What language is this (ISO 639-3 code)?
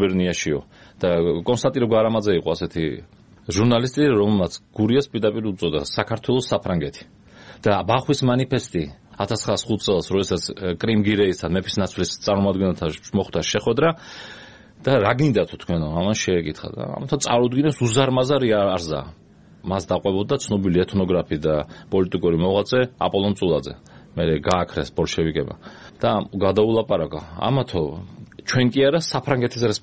kat